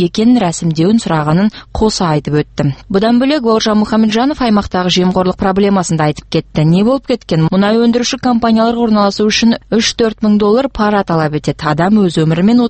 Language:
Kazakh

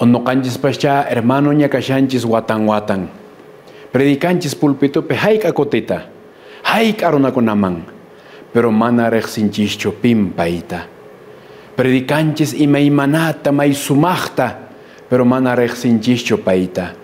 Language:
Quechua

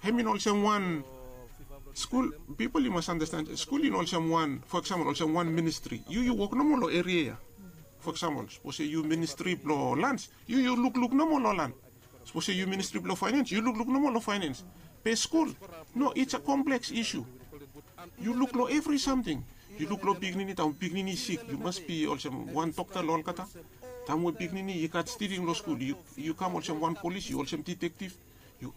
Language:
Bislama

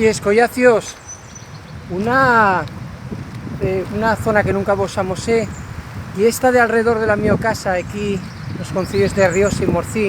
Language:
Asturian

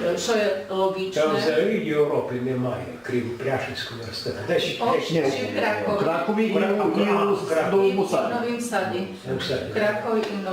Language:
Rusyn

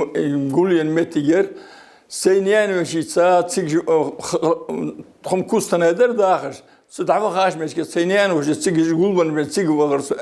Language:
Ingush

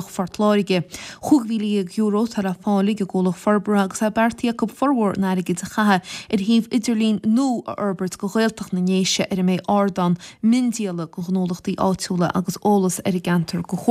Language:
Irish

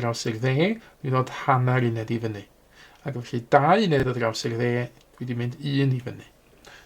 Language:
Welsh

